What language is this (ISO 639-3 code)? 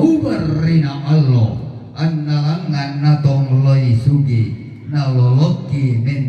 sda